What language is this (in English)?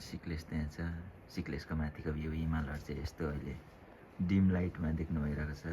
Nepali